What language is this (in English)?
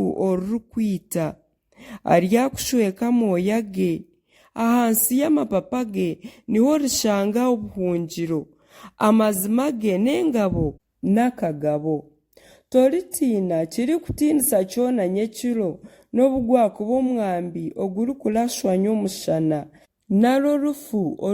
Nyankole